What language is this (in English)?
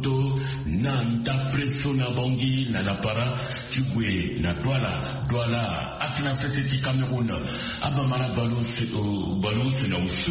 Sango